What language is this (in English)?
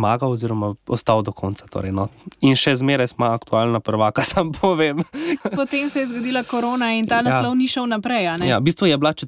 Slovenian